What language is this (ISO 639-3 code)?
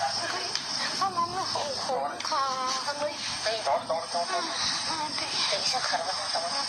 trp